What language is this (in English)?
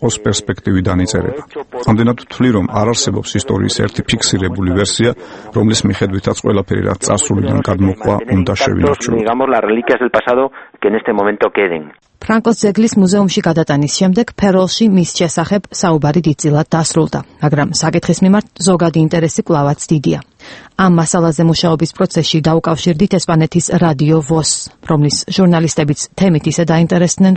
Georgian